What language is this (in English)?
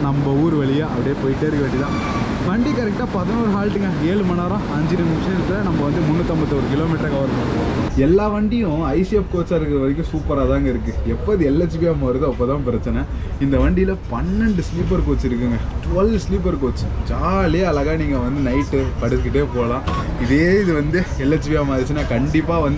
Tamil